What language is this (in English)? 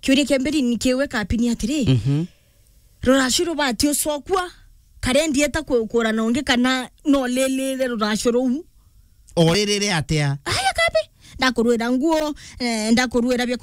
Meru